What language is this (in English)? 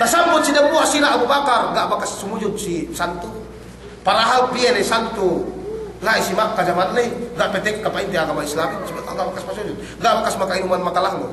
Yakan